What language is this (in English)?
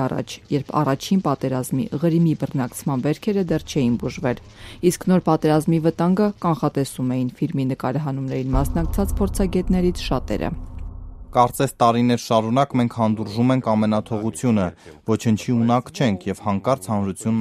Armenian